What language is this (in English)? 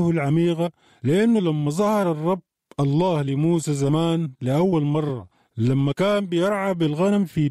Sudanese Arabic